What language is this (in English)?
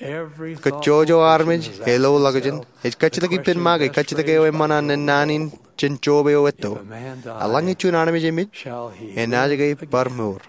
Marshallese